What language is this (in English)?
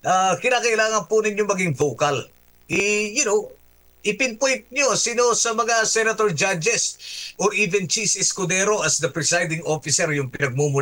Filipino